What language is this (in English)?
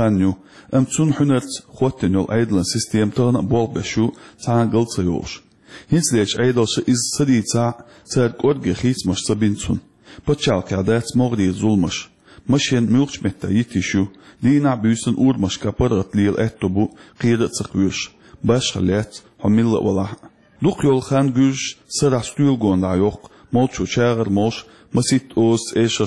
Chechen